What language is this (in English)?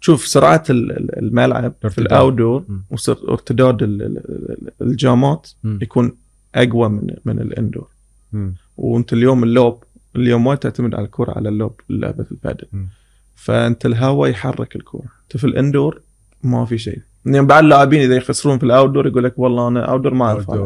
Gulf Arabic